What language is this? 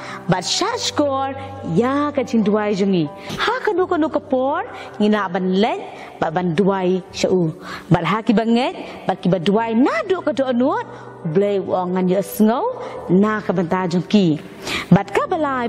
Khasi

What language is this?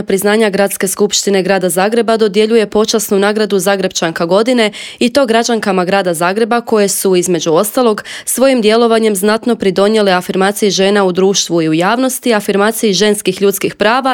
Croatian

